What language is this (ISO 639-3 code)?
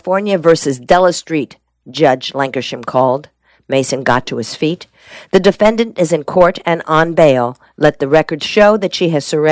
eng